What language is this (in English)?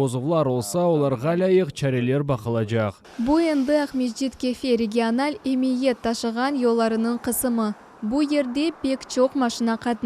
Crimean Tatar